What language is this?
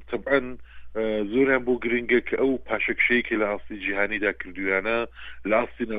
Central Kurdish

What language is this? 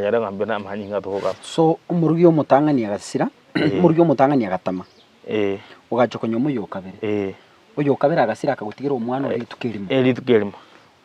Gusii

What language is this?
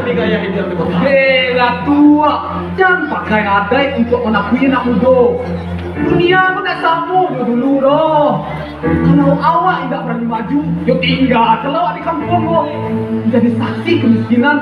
Minangkabau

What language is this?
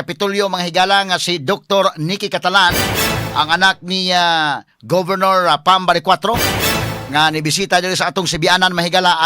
Cebuano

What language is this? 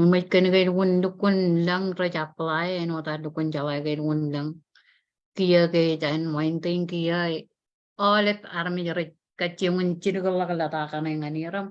Marshallese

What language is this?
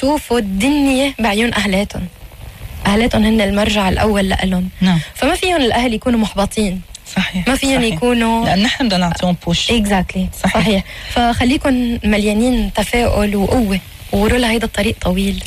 North Levantine Arabic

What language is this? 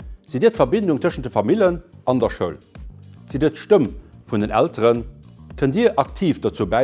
Luxembourgish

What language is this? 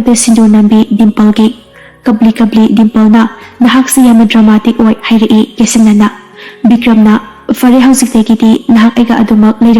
Manipuri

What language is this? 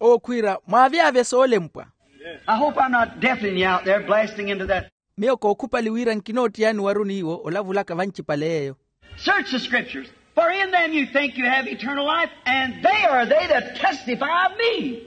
Makhuwa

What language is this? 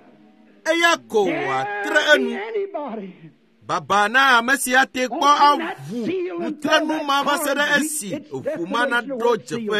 Ewe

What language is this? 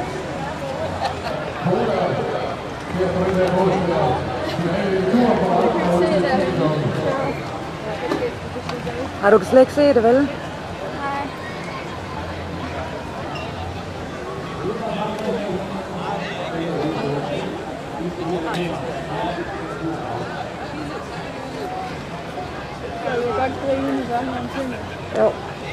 Danish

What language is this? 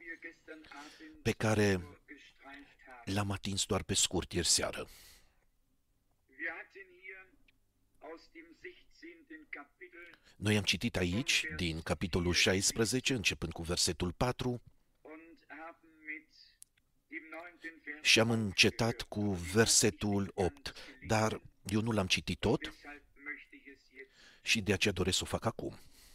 Romanian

